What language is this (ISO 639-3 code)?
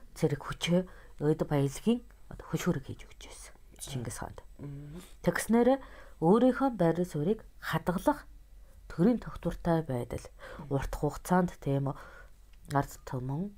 mon